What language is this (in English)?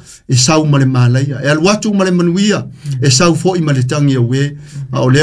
Samoan